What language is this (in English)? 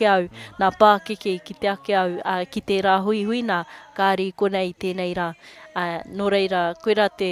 Māori